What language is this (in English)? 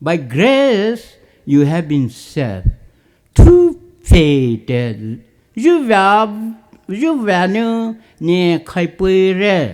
Poumei Naga